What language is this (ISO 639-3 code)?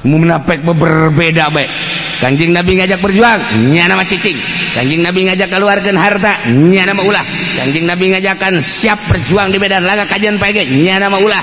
sun